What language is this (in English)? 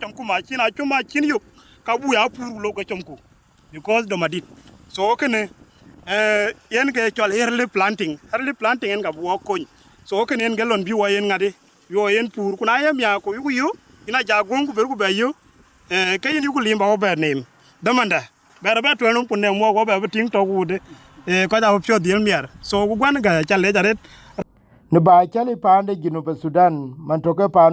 Dinka